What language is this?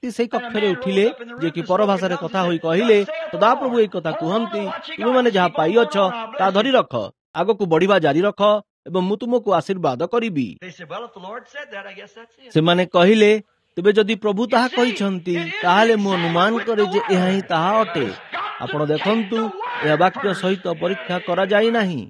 Odia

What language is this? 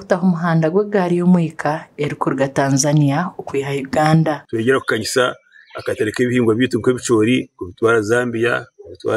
Nyankole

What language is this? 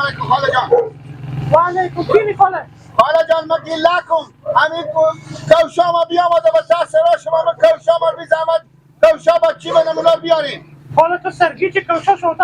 Hazaragi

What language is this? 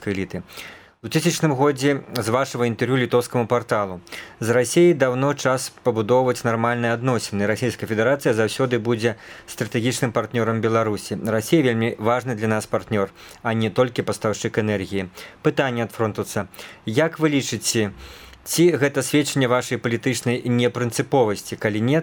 Belarusian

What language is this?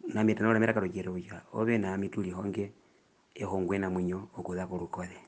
Herero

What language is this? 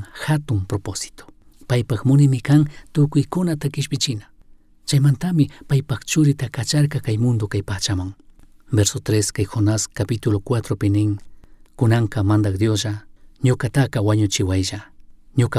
Chimborazo Highland Quichua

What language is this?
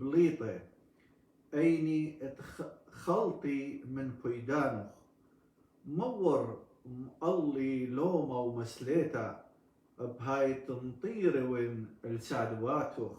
Assyrian Neo-Aramaic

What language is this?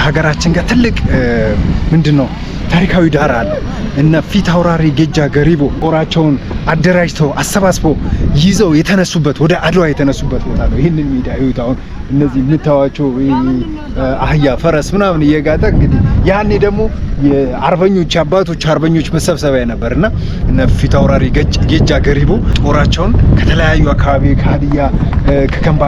Amharic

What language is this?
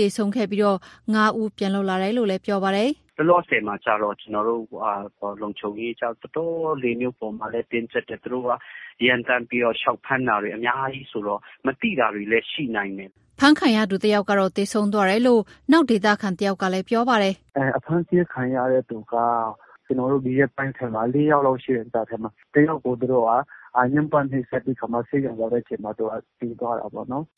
Burmese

